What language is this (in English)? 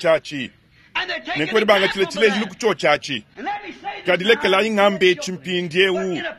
Luba-Lulua